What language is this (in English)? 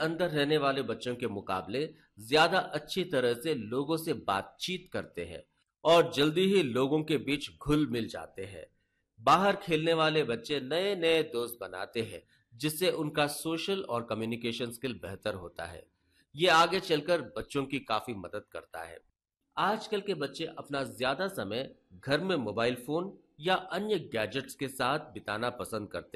Hindi